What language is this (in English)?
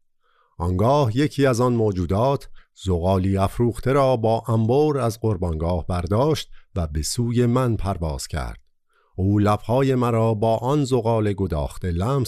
Persian